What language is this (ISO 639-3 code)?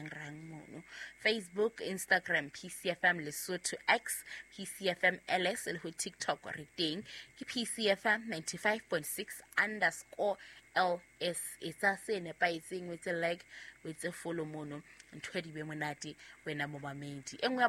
sot